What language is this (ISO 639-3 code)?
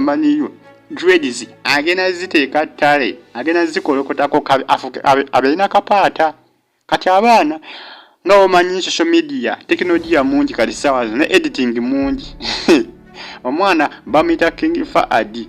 lug